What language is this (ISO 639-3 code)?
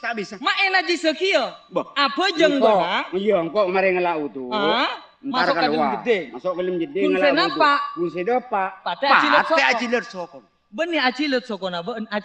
mad